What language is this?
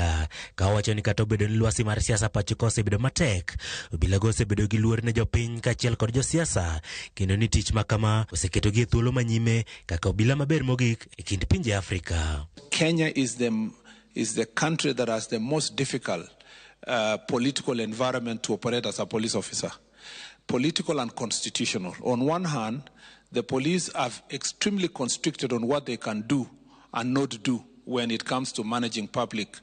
Luo (Kenya and Tanzania)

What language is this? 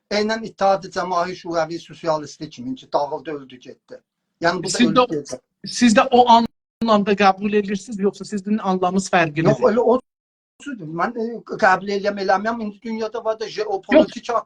South Azerbaijani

